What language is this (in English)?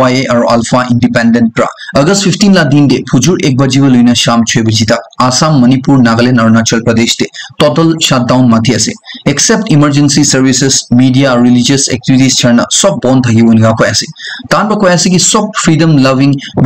Naga Pidgin